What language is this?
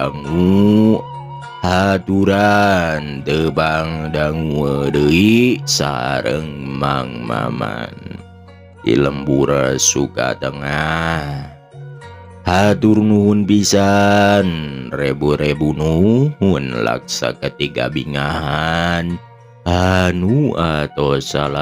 Sundanese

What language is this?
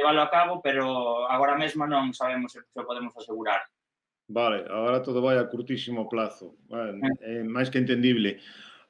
Galician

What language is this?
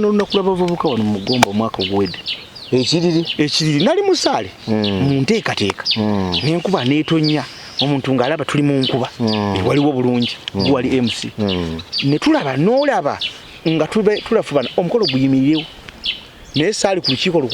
Ganda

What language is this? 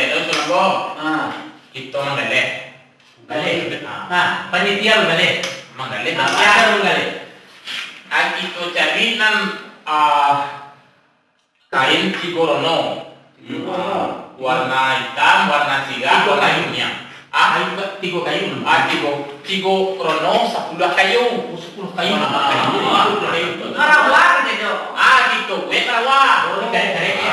Minangkabau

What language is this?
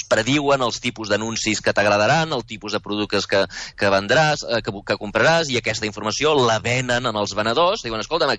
Catalan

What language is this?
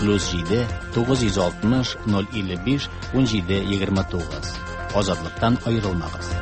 Tatar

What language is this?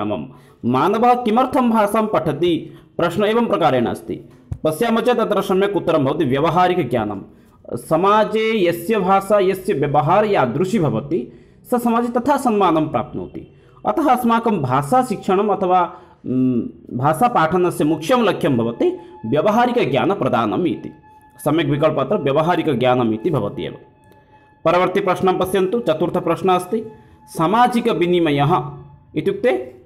Sanskrit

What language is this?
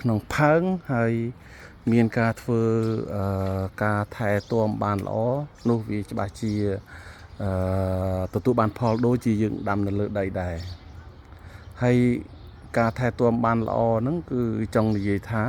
Khmer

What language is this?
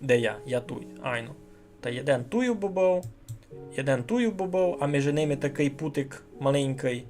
Rusyn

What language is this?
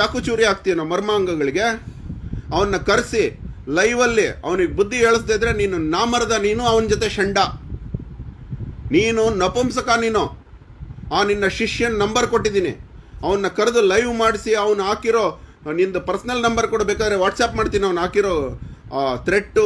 Kannada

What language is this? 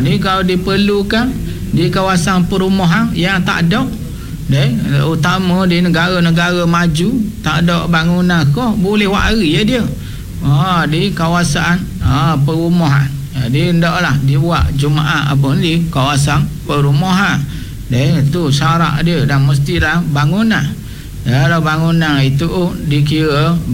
Malay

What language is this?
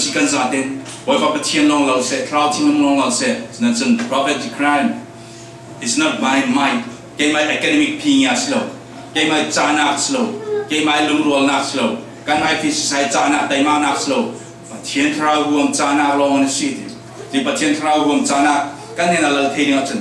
Falam Chin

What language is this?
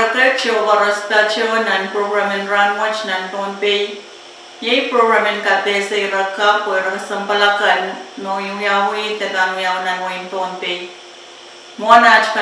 Pohnpeian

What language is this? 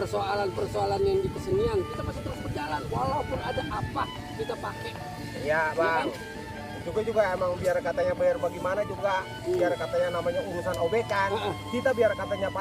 Betawi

